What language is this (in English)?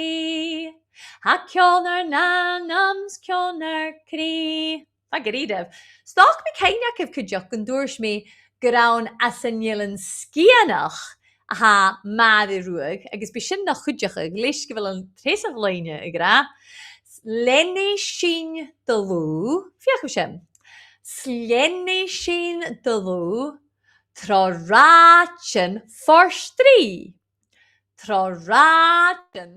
Scottish Gaelic